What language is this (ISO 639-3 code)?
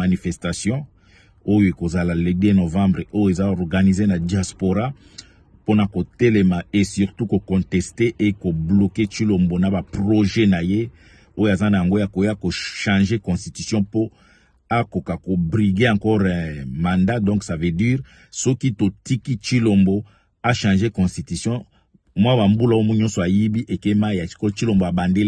lin